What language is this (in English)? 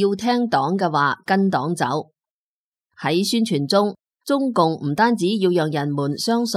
Cantonese